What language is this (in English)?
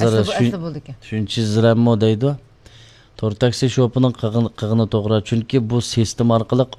Uyghur